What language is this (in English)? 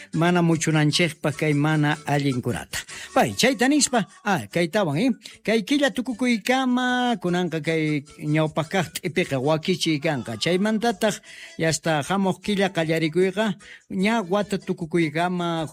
South Bolivian Quechua